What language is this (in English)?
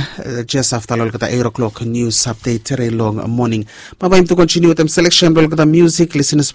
Bislama